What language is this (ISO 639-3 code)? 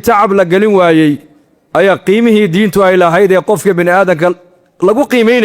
som